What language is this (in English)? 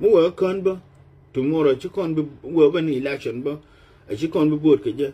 Nuer